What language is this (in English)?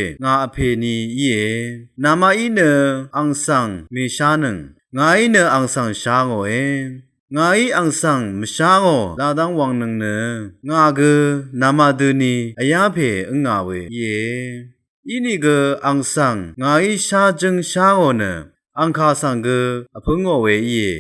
Rawang